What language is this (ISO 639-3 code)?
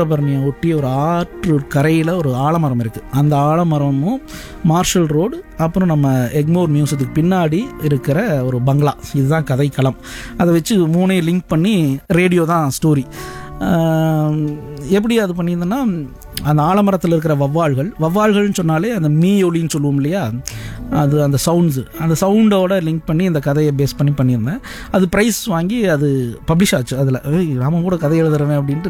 tam